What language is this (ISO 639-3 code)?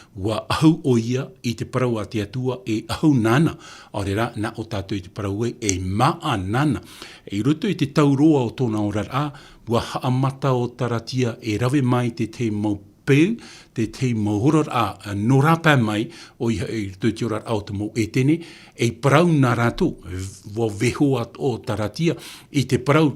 tah